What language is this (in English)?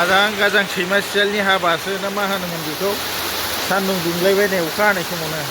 Bodo